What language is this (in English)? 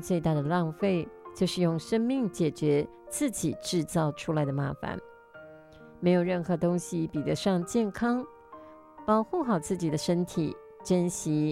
Chinese